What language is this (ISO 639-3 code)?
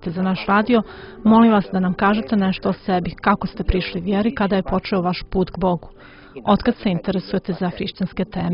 srp